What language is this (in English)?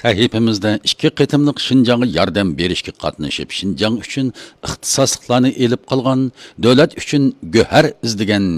Uyghur